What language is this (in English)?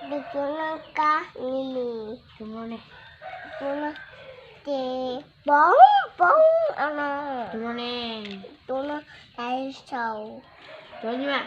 Hmong